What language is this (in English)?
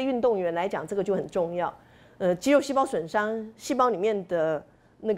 Chinese